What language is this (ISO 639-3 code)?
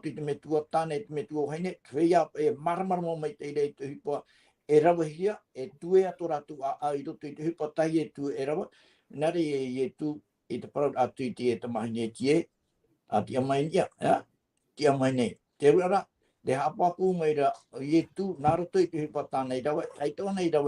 tah